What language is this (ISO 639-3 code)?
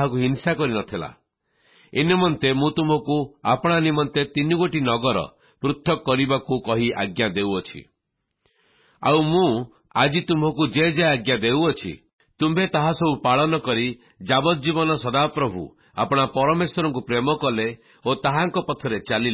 ori